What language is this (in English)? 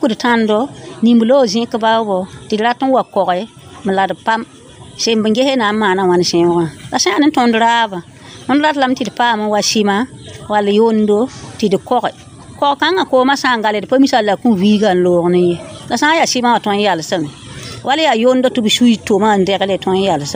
Mossi